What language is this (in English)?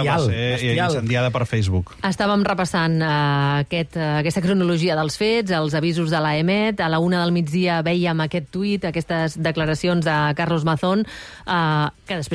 Catalan